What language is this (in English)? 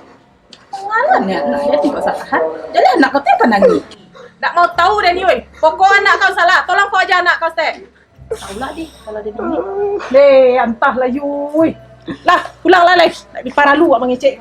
Minangkabau